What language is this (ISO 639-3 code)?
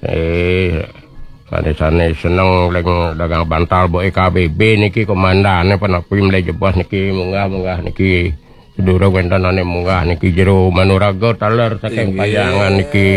ban